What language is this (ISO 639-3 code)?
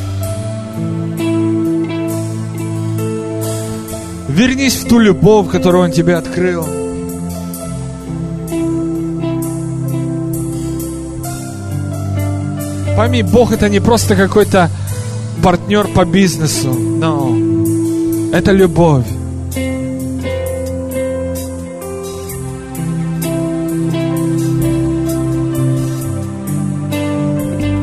rus